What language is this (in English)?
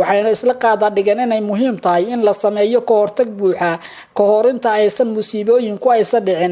Somali